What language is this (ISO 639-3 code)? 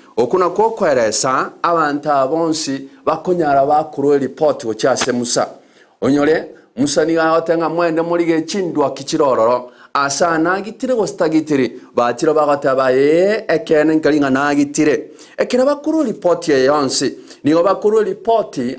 guz